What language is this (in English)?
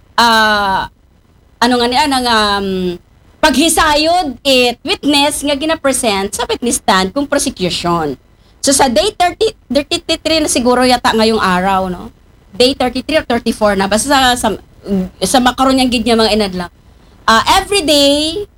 Aklanon